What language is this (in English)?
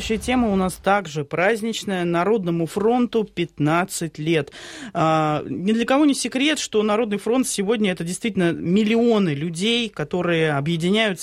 Russian